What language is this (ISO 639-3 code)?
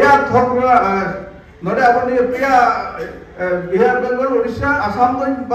sat